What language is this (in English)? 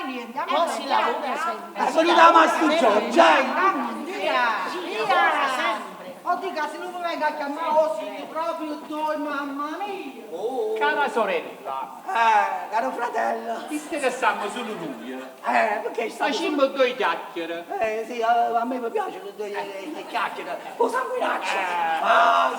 Neapolitan